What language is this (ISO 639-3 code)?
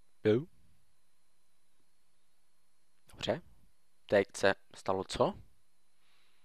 ces